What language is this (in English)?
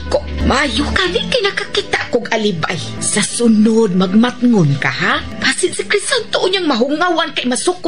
Cebuano